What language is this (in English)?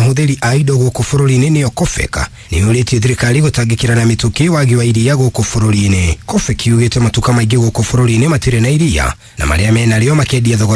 Kikuyu